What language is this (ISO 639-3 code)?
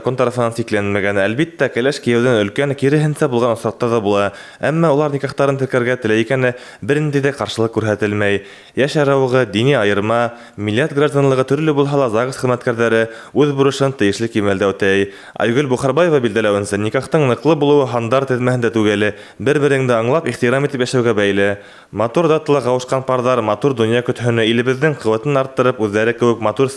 bak